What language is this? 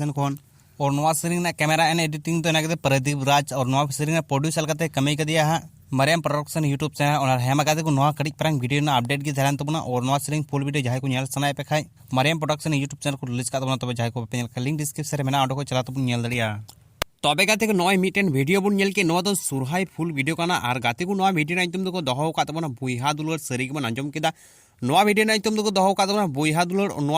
Santali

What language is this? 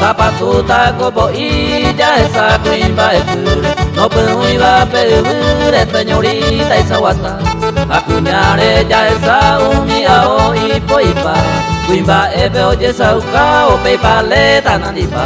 Guarani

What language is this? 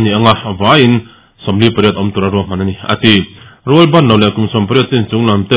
Mizo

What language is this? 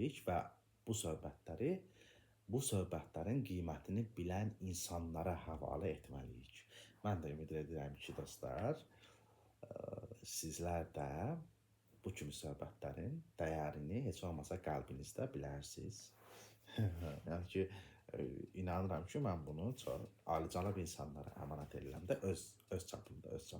Azerbaijani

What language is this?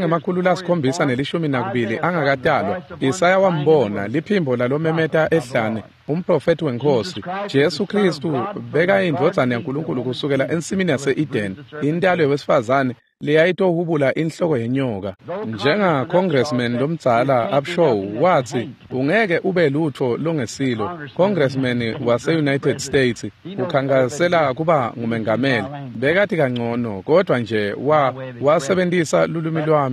Swati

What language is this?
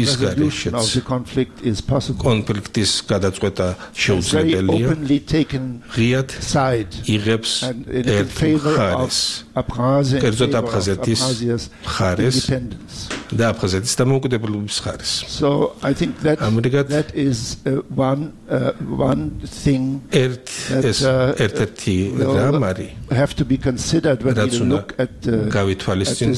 Georgian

